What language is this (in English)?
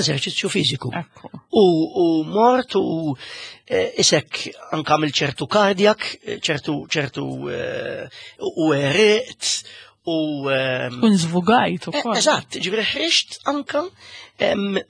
Maltese